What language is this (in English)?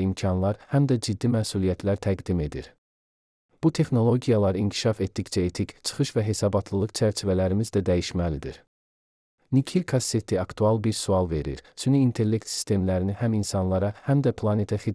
Azerbaijani